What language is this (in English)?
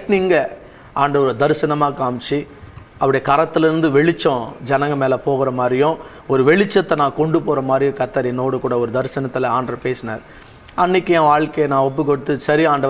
Tamil